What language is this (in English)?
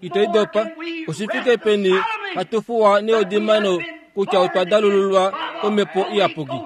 Kuanyama